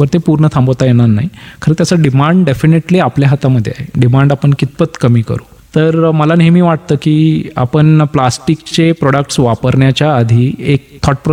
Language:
Marathi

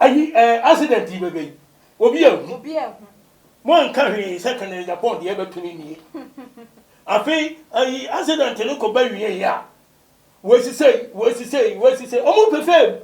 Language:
Akan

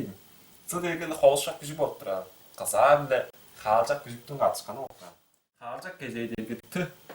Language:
Tuvinian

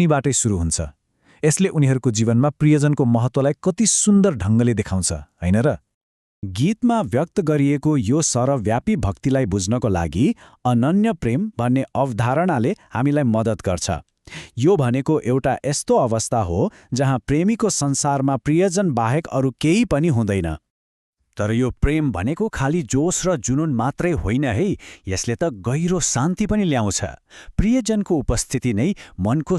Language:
Nepali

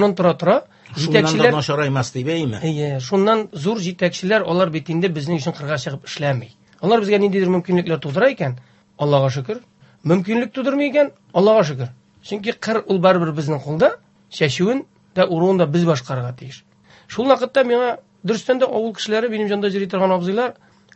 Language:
Tatar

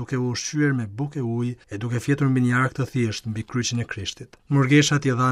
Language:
Albanian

